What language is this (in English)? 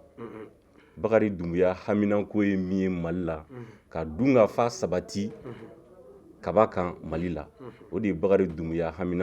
Bambara